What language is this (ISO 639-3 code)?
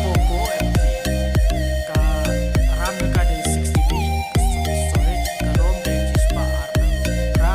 kha